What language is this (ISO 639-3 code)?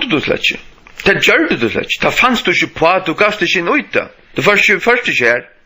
fao